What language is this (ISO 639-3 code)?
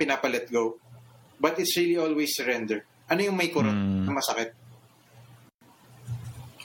fil